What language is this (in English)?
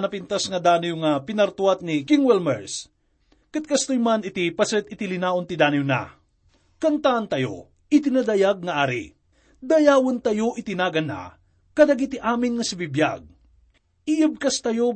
Iloko